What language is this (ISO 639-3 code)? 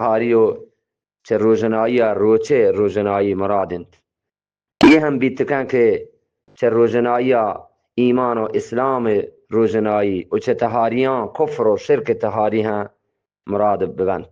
bgp